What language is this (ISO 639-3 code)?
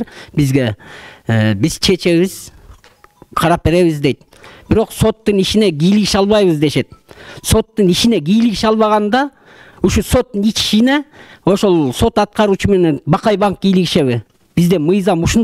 kir